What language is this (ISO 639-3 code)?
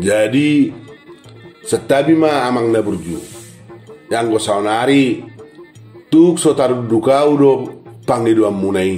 bbc